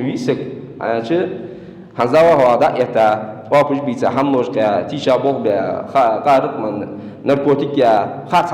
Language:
Ingush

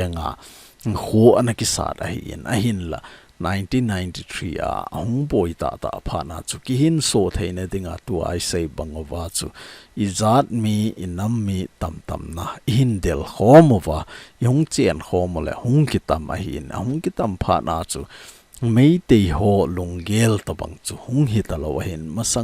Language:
Thado Chin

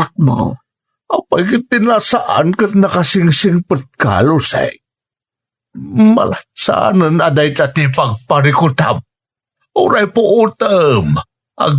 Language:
Iloko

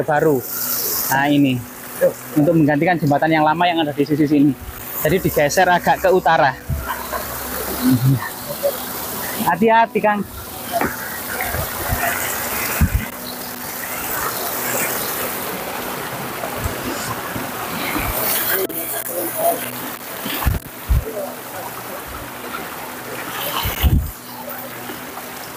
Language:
Indonesian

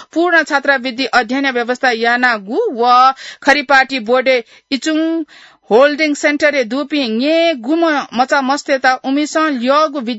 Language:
Newari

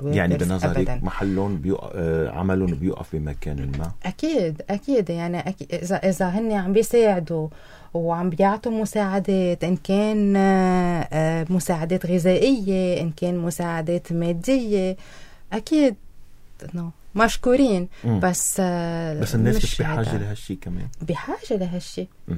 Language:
North Levantine Arabic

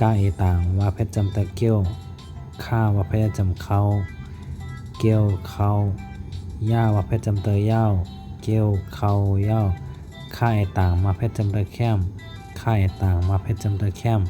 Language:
Shan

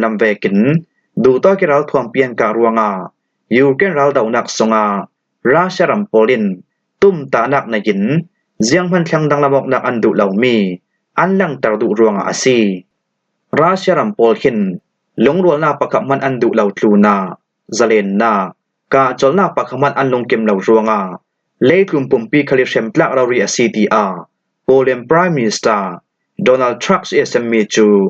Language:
Falam Chin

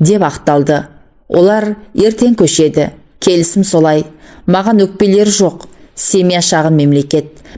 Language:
Kazakh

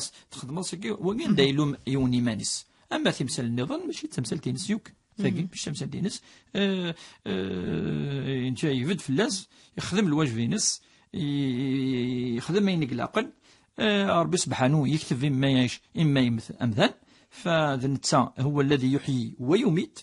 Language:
Kabyle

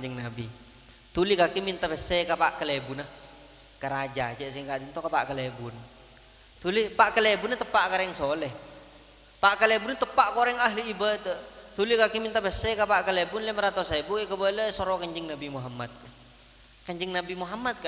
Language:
Madurese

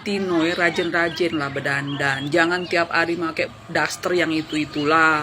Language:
Musi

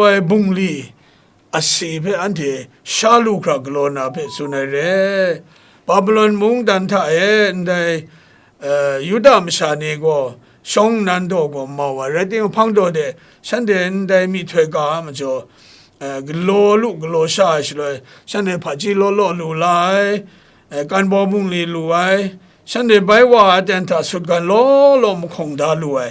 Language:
Kachin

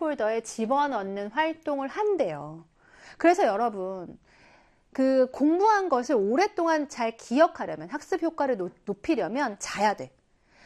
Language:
Korean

